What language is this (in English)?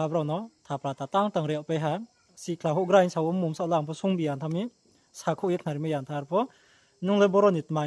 Riang (India)